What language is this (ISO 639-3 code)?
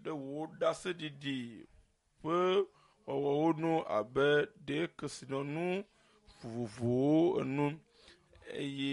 ewe